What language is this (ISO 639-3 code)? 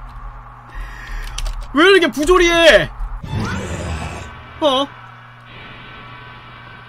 kor